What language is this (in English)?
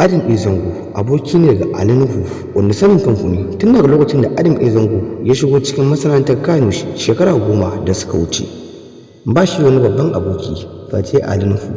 Hausa